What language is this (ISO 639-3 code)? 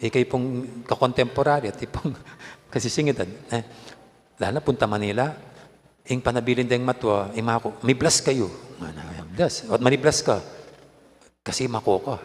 pam